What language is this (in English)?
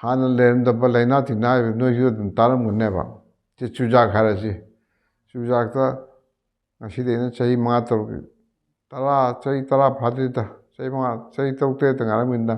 Manipuri